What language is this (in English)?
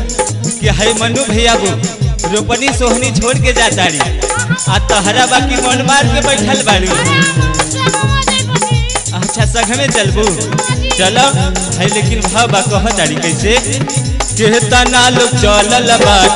Bhojpuri